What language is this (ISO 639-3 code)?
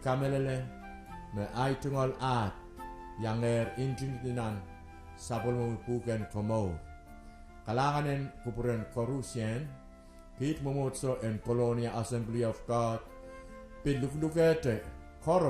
pon